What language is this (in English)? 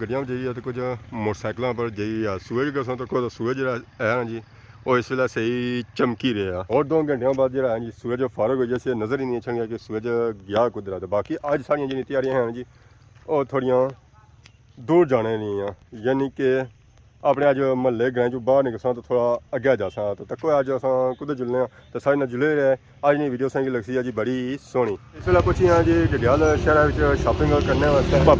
Pahari-Potwari